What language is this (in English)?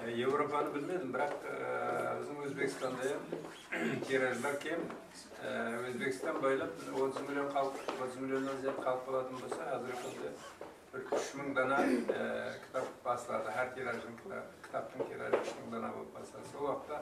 Kara-Kalpak